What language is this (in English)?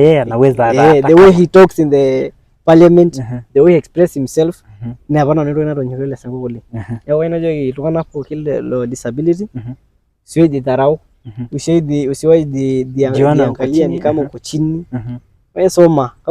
Masai